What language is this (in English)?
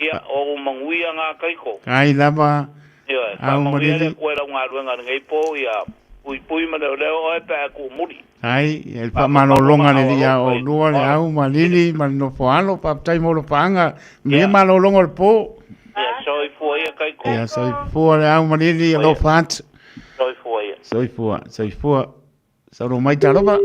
Samoan